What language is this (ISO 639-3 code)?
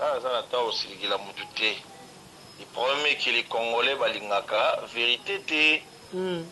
lin